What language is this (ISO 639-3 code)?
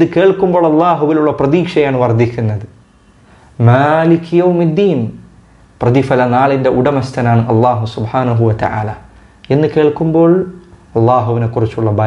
mal